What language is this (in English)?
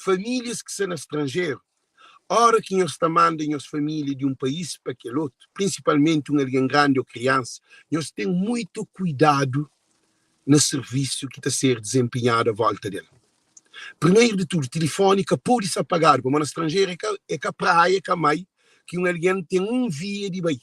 Kabuverdianu